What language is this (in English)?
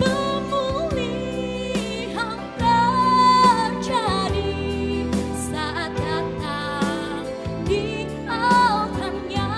Nias